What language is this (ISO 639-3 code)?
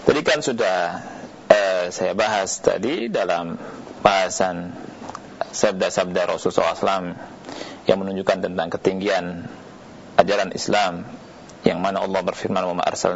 ind